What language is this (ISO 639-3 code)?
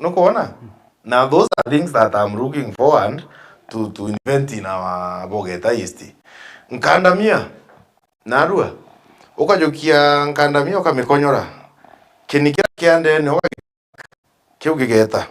mer